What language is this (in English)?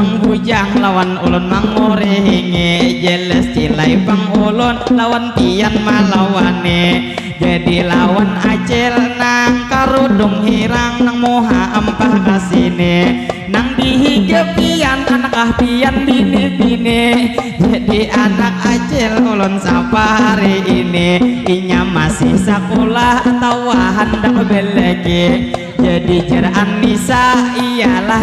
Banjar